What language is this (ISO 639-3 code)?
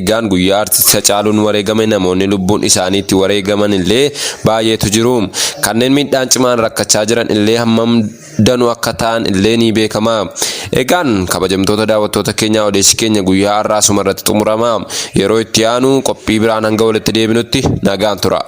orm